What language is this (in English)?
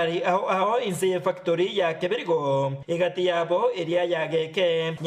Gusii